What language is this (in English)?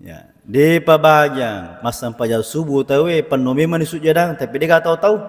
Buginese